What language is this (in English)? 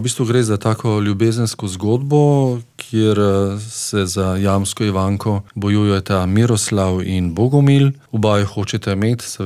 Slovenian